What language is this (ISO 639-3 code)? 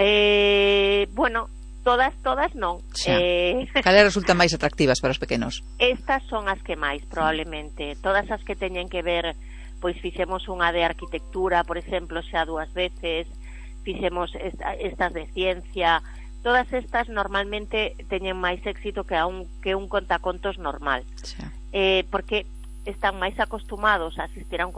glg